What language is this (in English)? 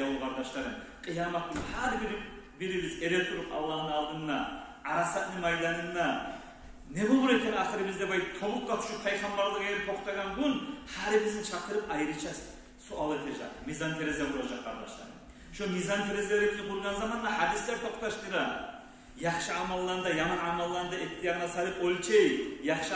Kumyk